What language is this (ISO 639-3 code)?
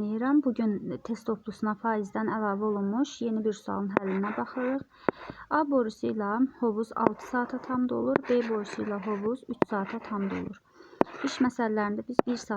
aze